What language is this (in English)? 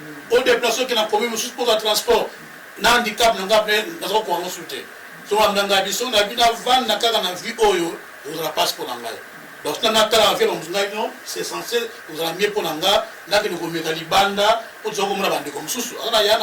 Lingala